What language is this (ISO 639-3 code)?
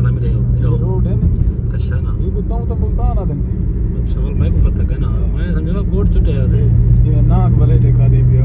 skr